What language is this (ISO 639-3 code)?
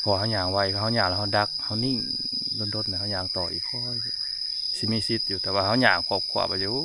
tts